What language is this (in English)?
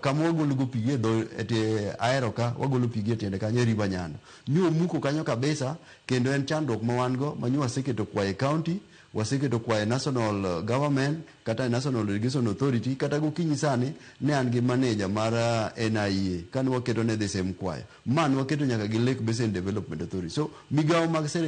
Luo (Kenya and Tanzania)